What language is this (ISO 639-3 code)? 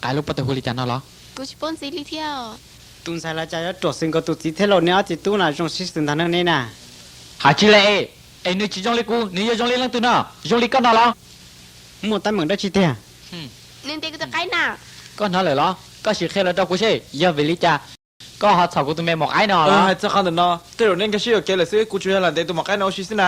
hmn